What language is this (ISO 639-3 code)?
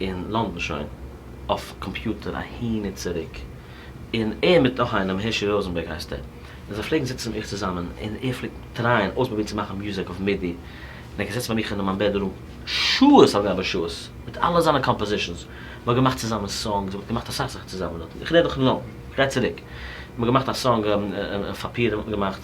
yid